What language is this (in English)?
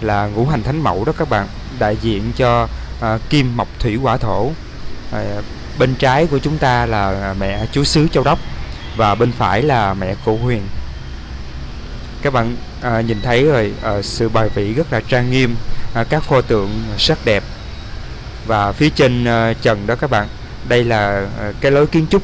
Vietnamese